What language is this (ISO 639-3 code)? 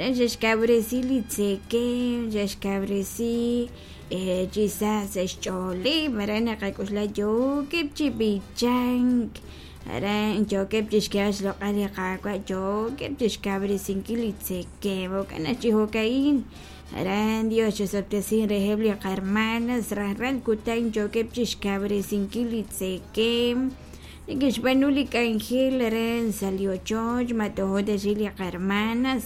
kek